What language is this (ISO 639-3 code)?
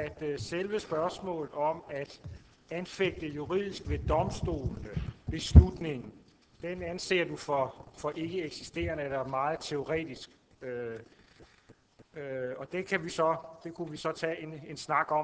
dan